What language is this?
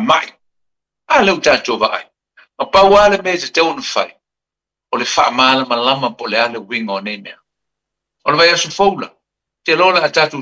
Samoan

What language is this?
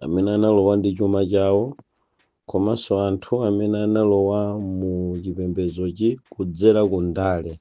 Nyanja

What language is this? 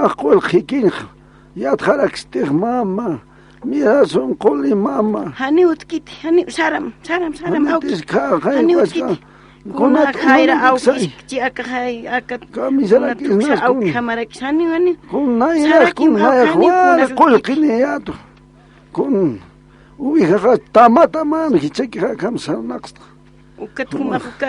Aymara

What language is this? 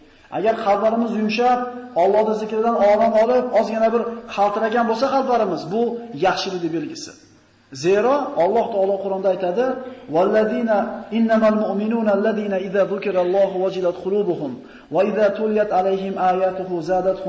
Uzbek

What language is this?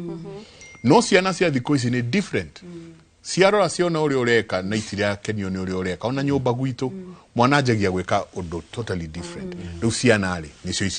Kikuyu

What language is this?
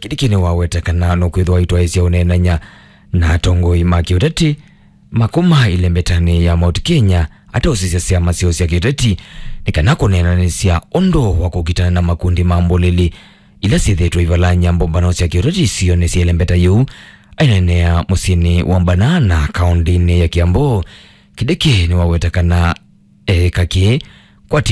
Kamba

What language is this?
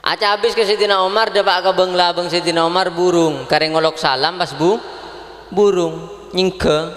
Madurese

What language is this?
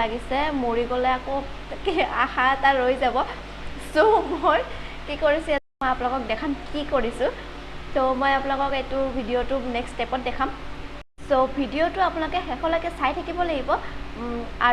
Assamese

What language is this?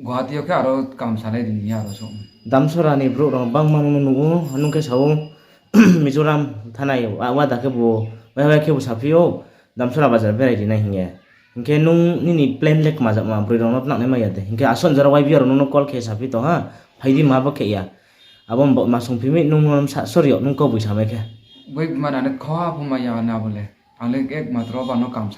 Riang (India)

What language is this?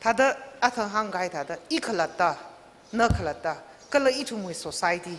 Tangkhul Naga (India)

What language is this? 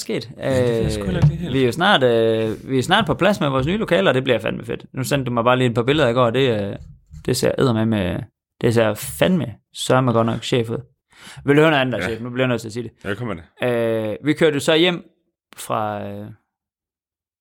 Danish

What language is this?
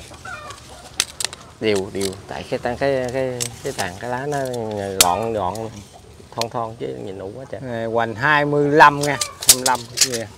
Vietnamese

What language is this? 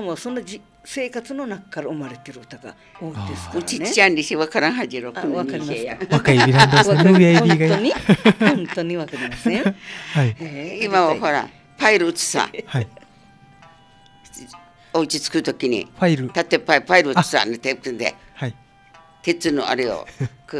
Japanese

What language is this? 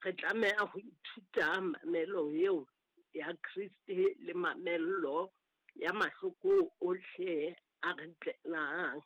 Southern Sotho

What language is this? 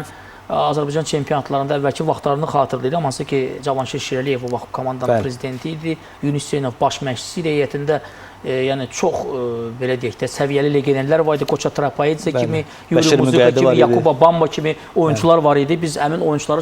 Azerbaijani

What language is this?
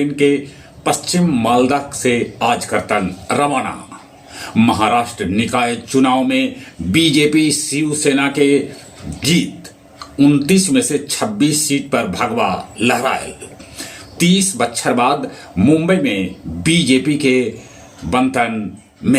Magahi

